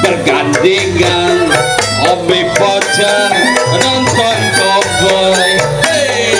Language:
Betawi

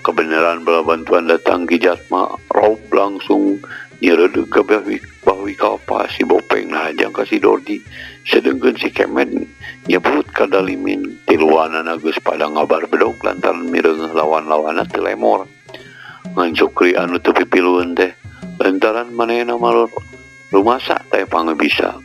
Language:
Sundanese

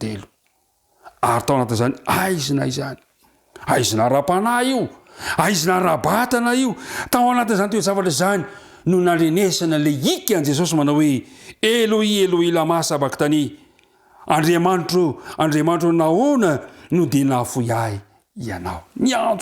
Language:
Malagasy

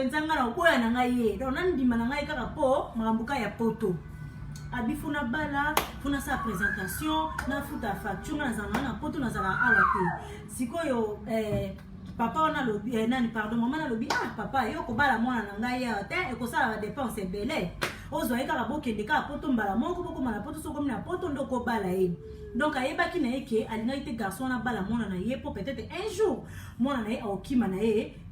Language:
Lingala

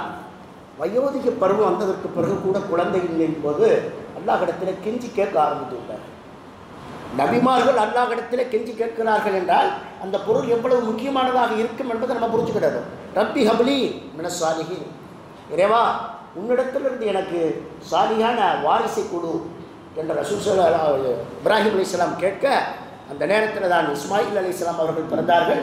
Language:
Tamil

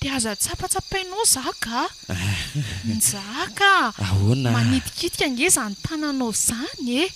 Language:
Malagasy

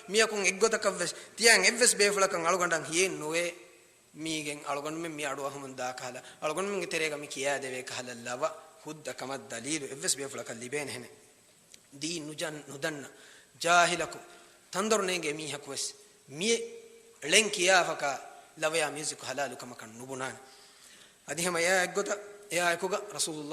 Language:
Divehi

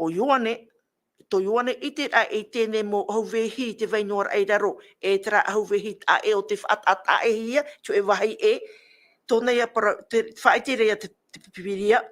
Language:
Tahitian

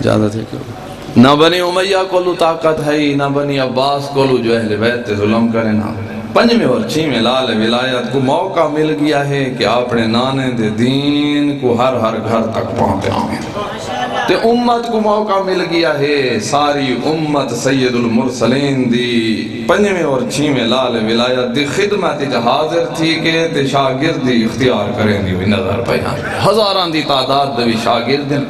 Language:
Saraiki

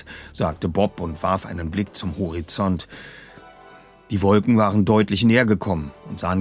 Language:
German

